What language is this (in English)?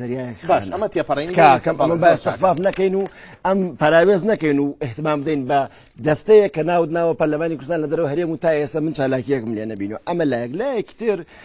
Central Kurdish